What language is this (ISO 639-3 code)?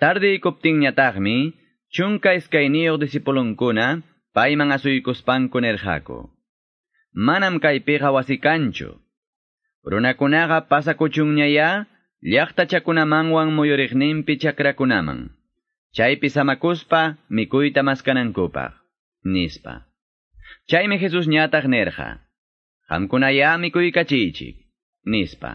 quy